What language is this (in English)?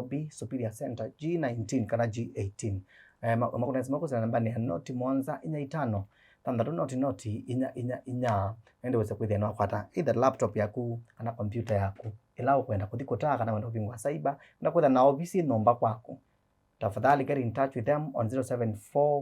Kamba